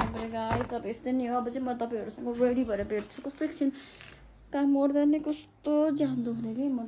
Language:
Nepali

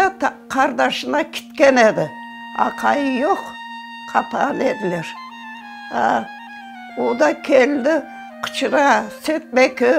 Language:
Crimean Tatar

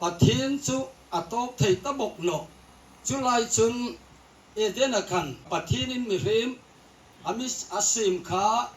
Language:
Hmar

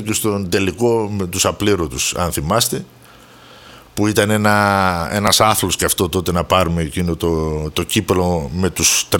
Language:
Greek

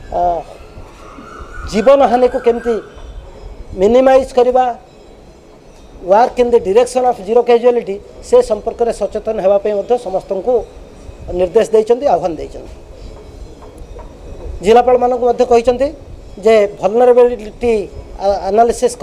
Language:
Odia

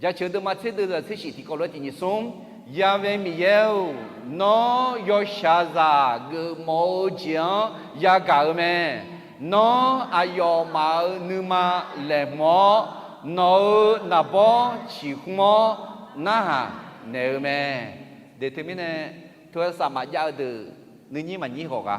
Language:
Akha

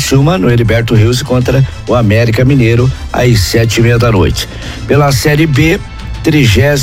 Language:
Portuguese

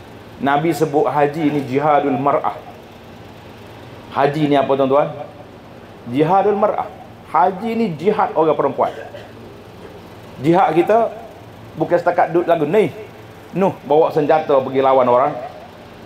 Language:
Malay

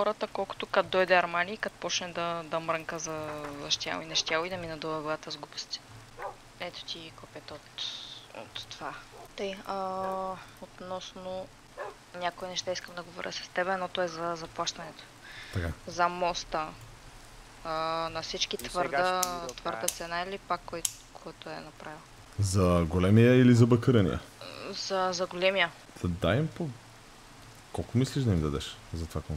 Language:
Bulgarian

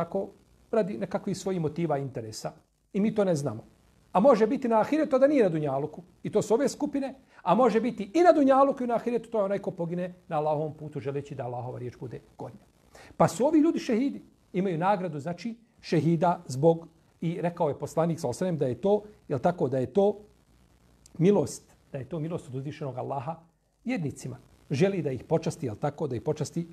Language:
Bosnian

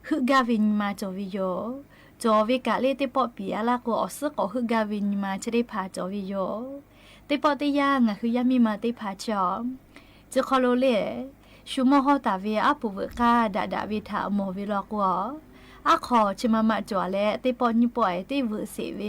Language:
Lahu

